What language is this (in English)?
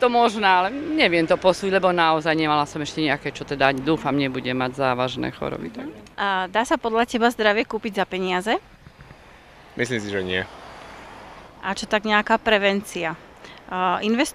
Slovak